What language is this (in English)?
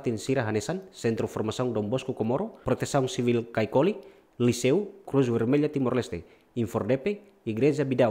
Tetum